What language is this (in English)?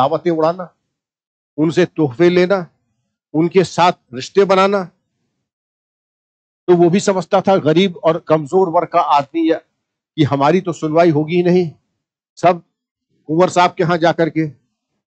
Hindi